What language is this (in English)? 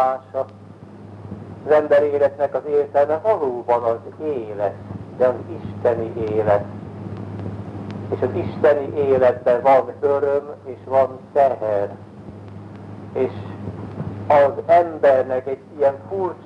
Hungarian